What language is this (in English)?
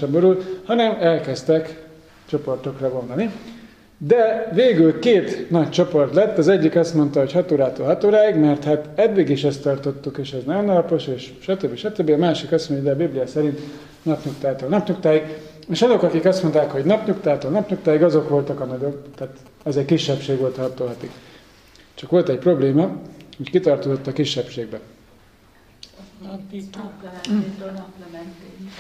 Hungarian